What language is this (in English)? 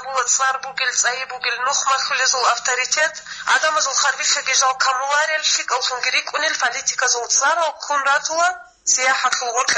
Avaric